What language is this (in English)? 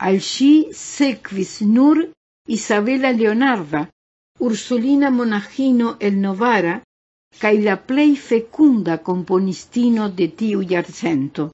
Esperanto